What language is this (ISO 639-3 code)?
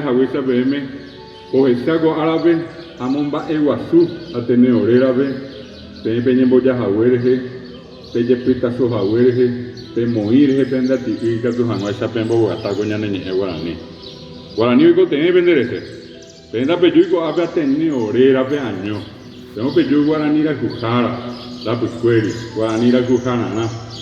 grn